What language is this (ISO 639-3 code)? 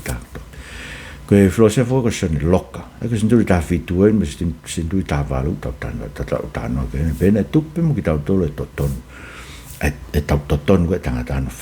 ton